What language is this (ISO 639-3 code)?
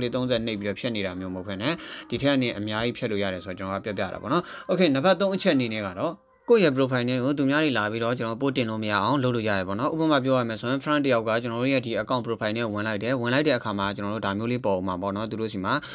mya